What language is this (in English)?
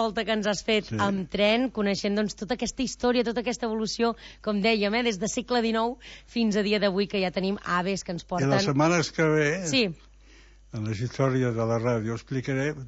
Catalan